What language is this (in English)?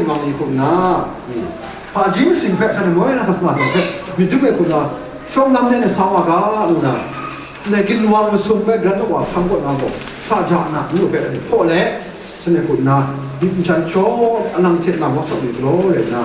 Kachin